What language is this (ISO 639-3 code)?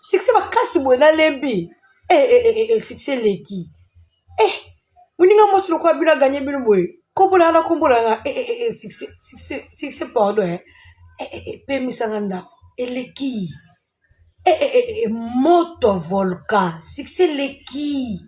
lin